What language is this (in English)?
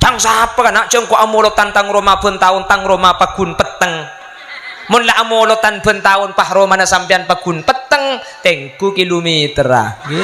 Madurese